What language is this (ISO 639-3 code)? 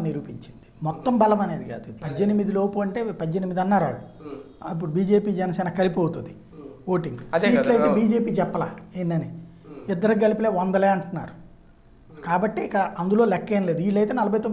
tel